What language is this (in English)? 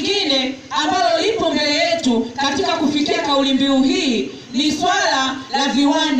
Swahili